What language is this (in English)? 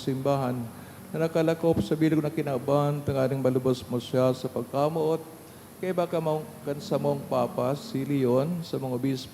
Bikol